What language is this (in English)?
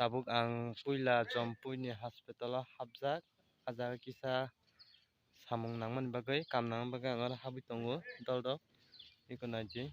Kok Borok